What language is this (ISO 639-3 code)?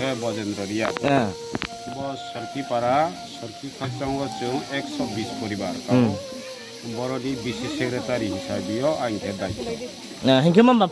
ria